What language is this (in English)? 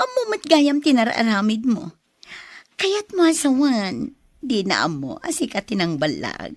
Iloko